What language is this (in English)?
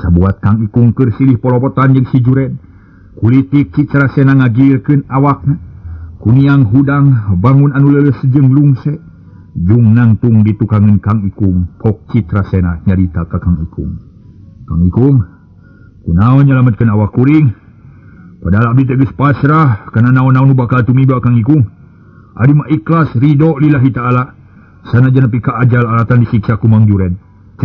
Sundanese